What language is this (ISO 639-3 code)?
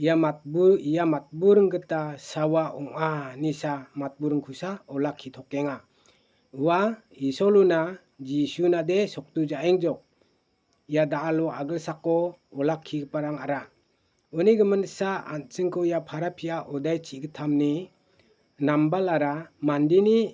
grt